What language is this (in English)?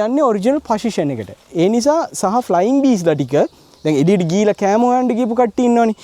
Sinhala